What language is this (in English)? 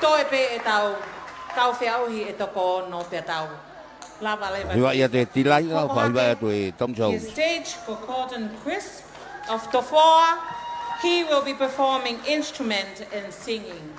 Tongan